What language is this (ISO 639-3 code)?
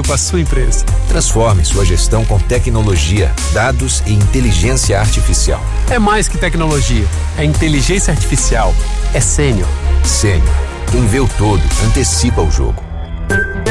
por